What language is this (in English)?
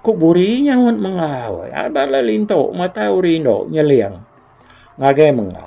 Iban